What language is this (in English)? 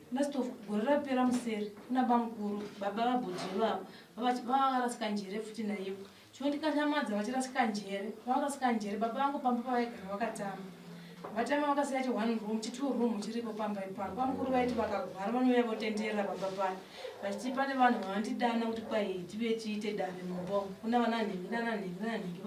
Shona